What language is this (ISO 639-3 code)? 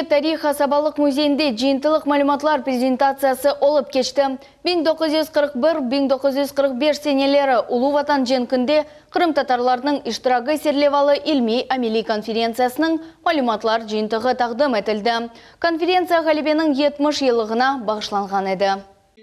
crh